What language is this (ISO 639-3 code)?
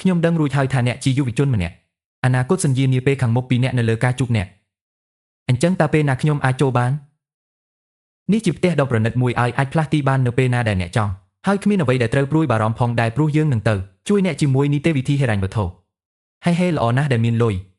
khm